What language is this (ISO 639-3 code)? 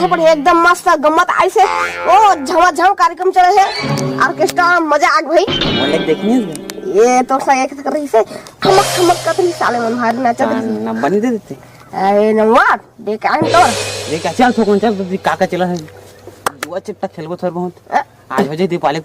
hne